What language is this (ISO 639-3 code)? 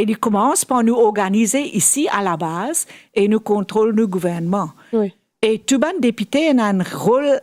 mfe